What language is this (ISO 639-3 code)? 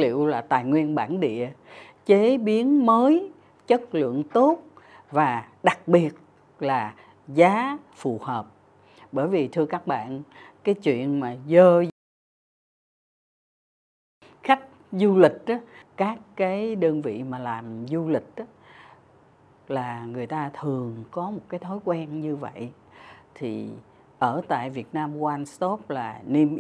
vie